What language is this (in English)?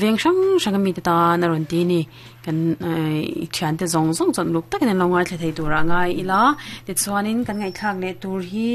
Mizo